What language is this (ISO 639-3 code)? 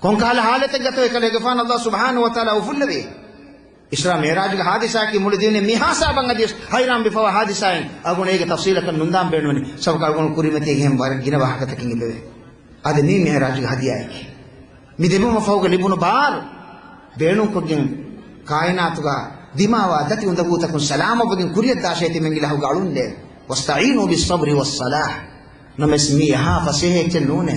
div